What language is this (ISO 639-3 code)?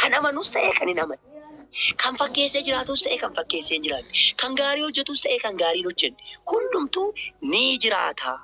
orm